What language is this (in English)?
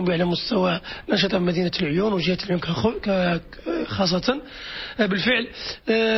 Moroccan Arabic